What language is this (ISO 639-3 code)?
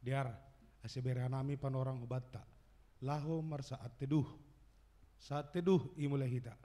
bts